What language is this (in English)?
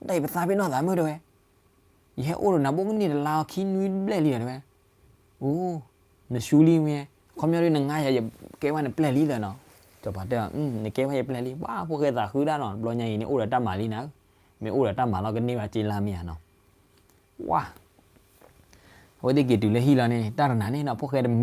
S'gaw Karen